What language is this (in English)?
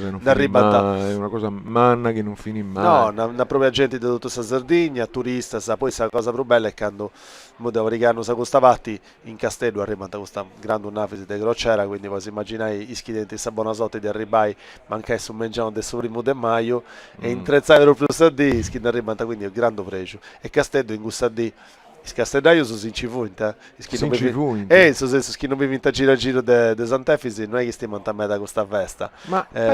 Sardinian